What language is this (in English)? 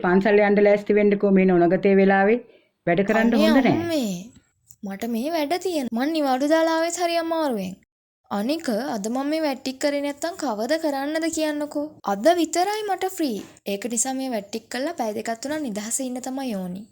Sinhala